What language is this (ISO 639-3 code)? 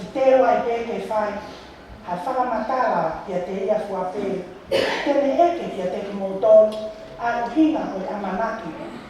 ton